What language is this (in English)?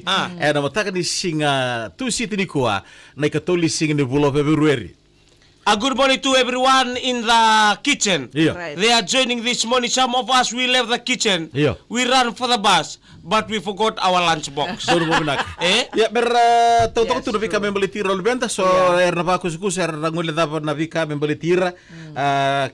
Fijian